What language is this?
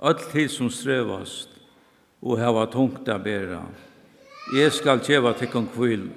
Faroese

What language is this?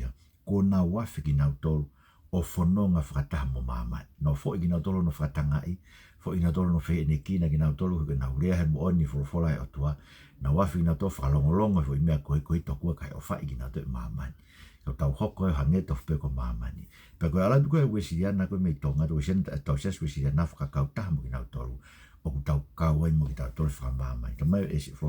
Tongan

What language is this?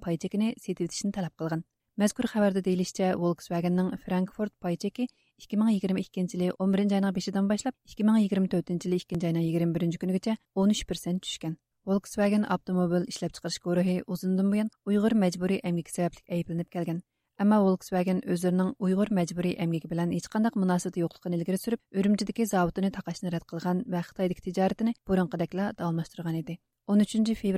Uyghur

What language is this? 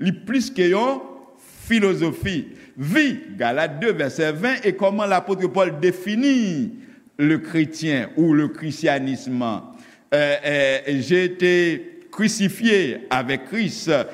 Haitian Creole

